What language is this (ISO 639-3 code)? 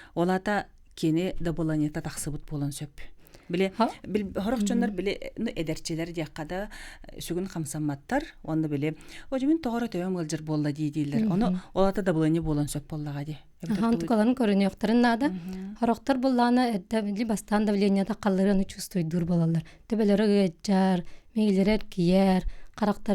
sah